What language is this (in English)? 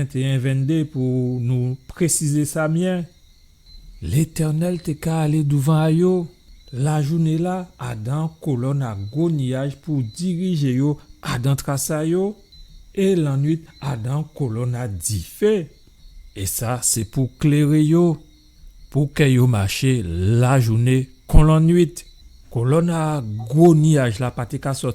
Guadeloupean Creole French